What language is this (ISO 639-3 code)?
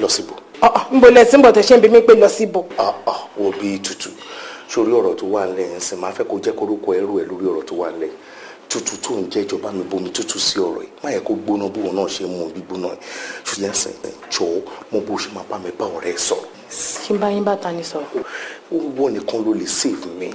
yor